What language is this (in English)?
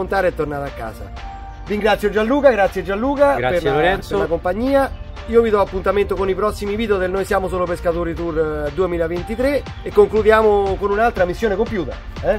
Italian